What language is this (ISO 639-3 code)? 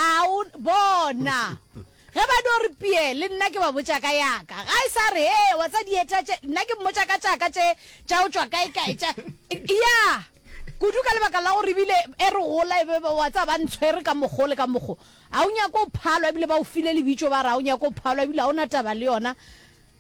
nso